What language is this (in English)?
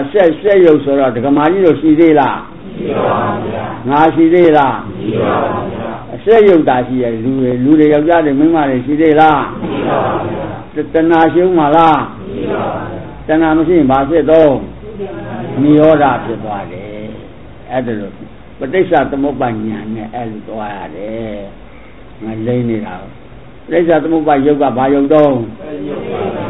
Burmese